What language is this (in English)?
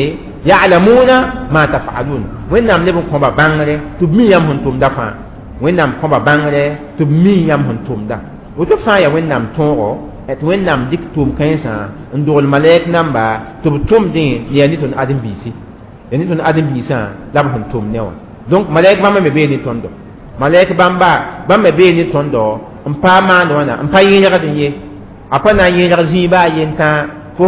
Mossi